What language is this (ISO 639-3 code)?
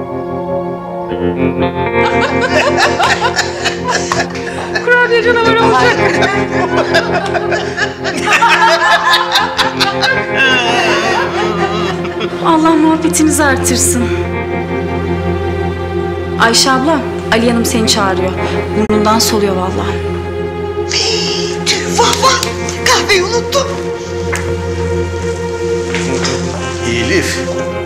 tur